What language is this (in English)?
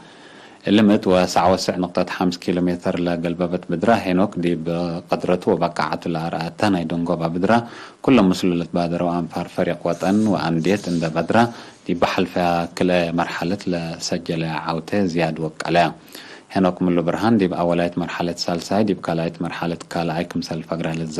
Tigre